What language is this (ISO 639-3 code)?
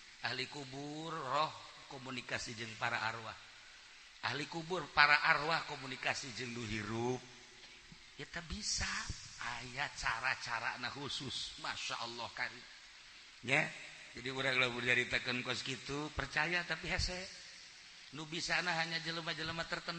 sun